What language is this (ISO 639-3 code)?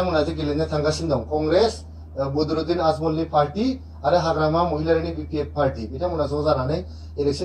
brx